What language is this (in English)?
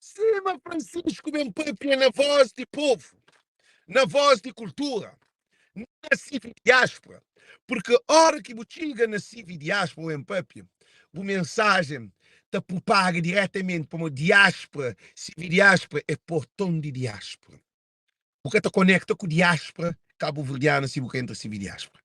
Kabuverdianu